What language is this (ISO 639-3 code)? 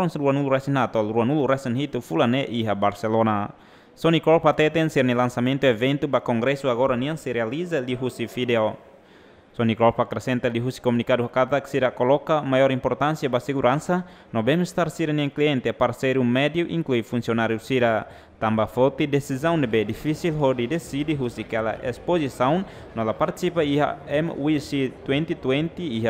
tet